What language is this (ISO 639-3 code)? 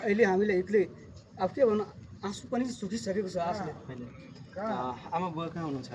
nep